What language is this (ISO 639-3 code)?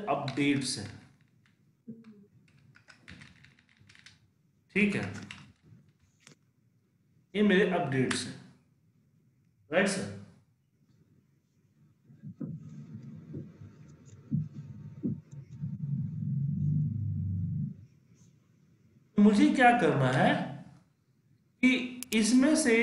hin